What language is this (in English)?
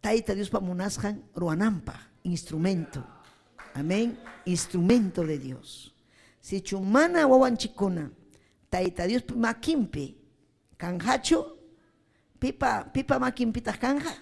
Ayacucho Quechua